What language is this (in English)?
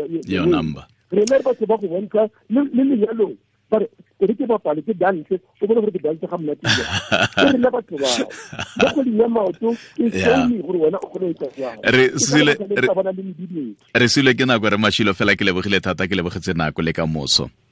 Tswana